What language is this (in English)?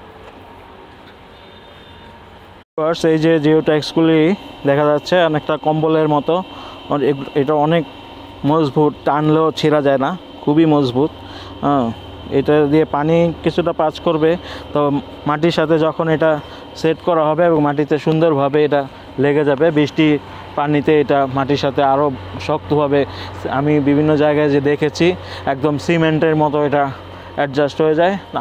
Bangla